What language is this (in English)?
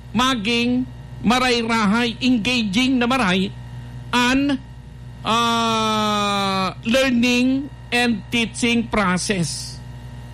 Bikol